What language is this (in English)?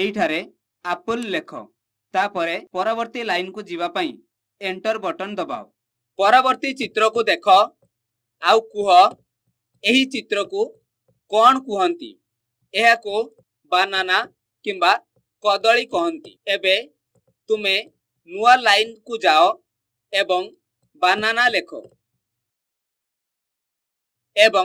Odia